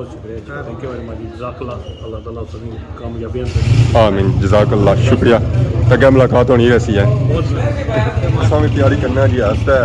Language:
Pahari-Potwari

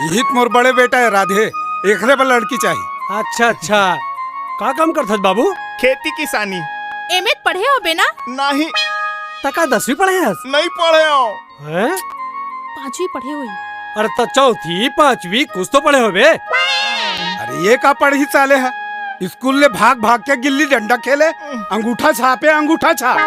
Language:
Chhattisgarhi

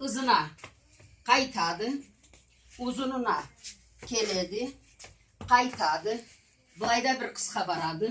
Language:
Karachay-Balkar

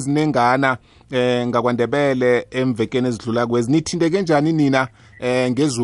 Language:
South Ndebele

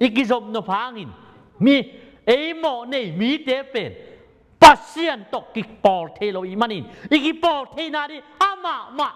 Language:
Tedim Chin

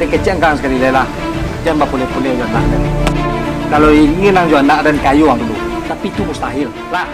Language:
Minangkabau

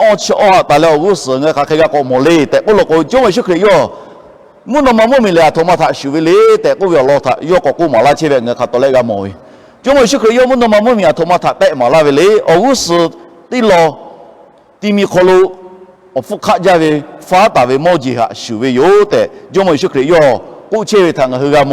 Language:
Lahu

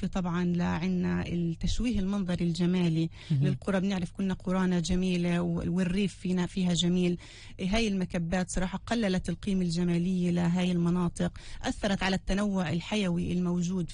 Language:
North Levantine Arabic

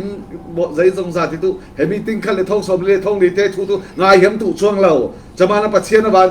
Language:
Falam Chin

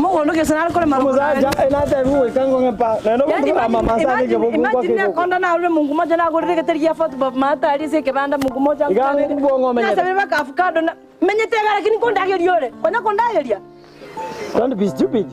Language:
Gusii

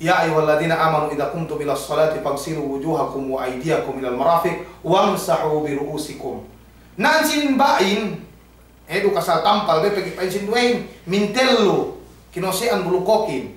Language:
Yakan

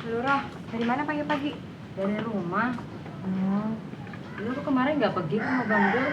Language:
Betawi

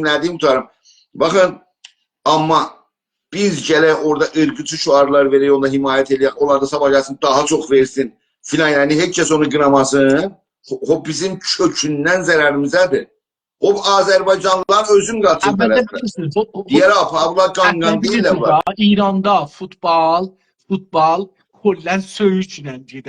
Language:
South Azerbaijani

